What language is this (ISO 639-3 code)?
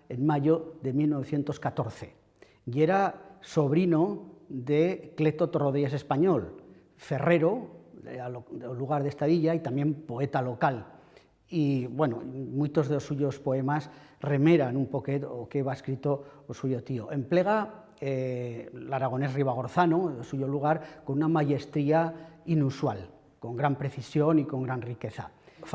arg